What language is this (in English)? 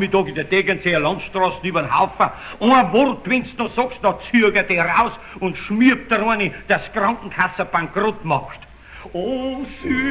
Bavarian